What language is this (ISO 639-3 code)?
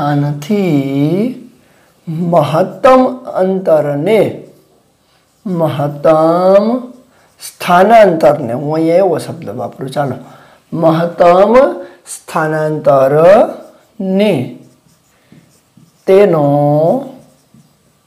guj